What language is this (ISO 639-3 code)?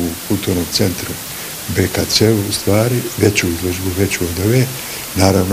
bos